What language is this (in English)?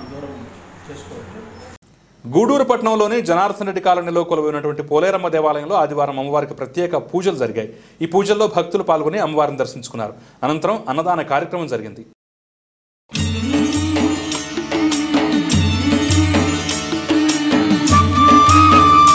Telugu